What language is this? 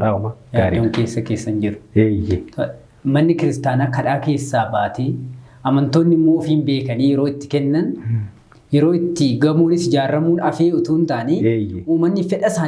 Oromo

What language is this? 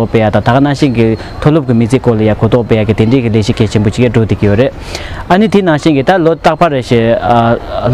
Tibetan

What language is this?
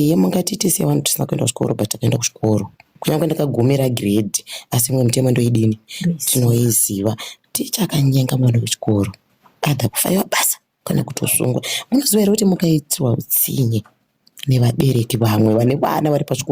Shona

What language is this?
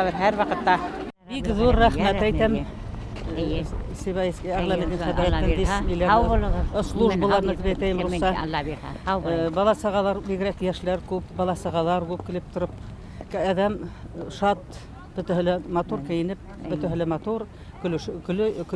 Bashkir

